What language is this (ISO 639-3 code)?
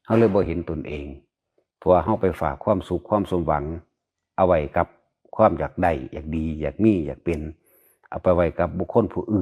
tts